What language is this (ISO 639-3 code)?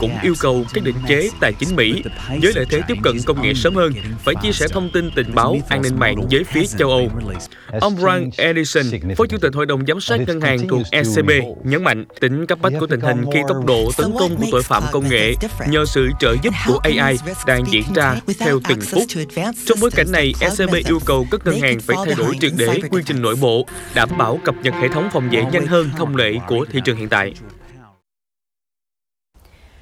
vie